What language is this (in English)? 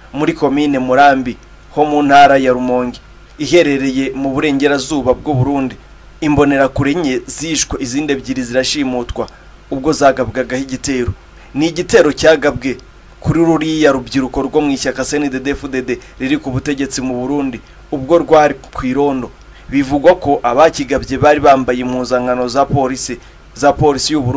Kinyarwanda